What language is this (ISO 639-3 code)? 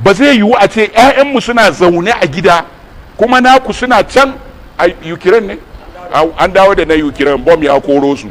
hau